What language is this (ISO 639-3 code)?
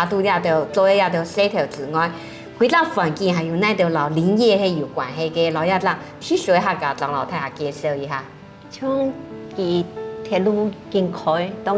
hak